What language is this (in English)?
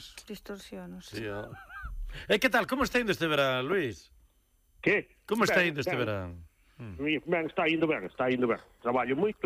Galician